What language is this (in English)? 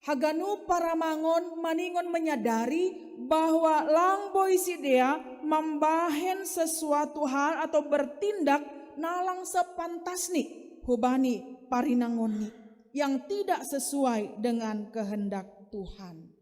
Batak Simalungun